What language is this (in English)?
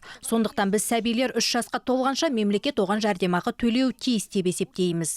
Kazakh